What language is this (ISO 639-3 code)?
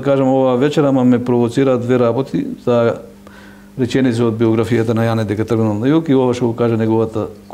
mkd